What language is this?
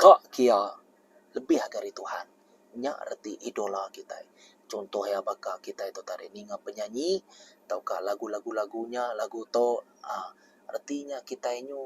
Iban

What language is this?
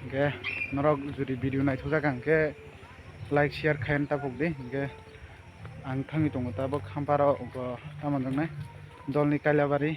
Kok Borok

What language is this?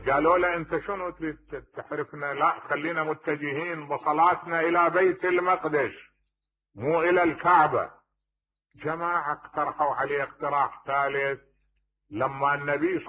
Mesopotamian Arabic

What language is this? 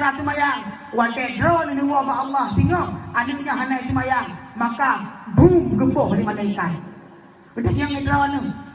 Achinese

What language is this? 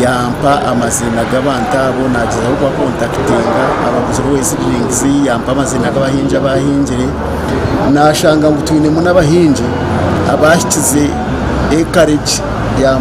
Nyankole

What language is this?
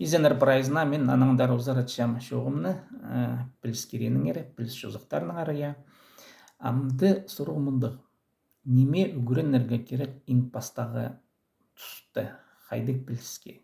Khakas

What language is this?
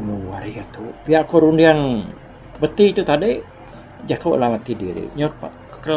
Iban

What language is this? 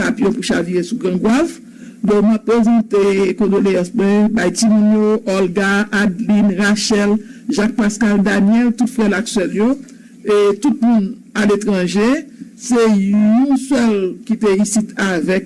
Haitian Creole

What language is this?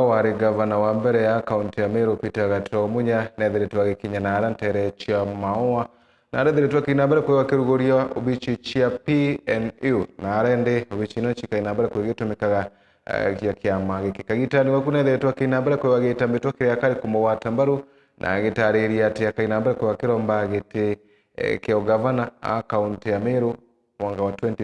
Meru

